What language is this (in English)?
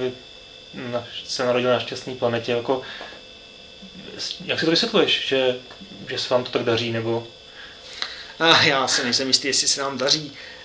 Czech